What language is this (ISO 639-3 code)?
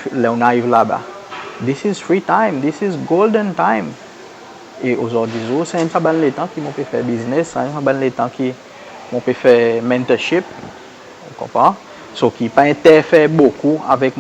crs